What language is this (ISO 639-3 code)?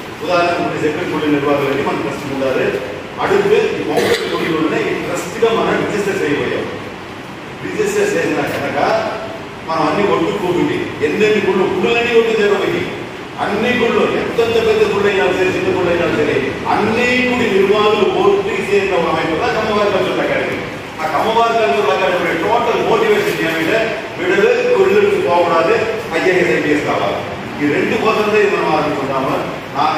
tel